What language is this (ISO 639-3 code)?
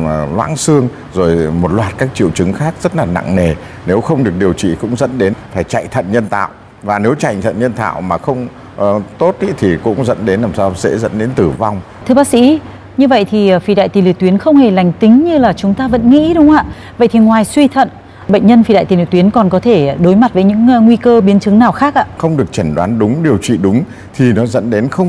vie